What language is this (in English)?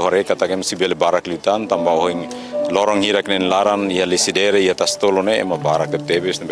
Tetum